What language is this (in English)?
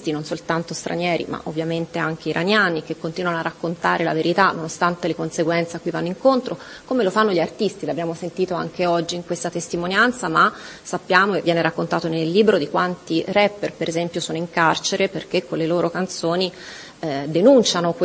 Italian